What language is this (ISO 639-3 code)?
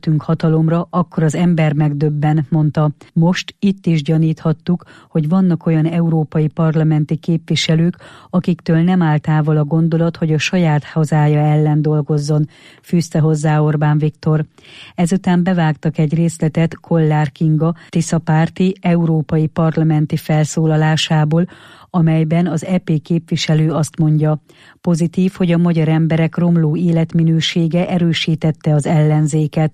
hun